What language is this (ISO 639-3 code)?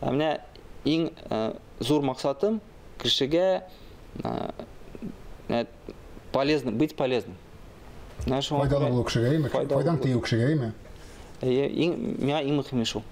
tat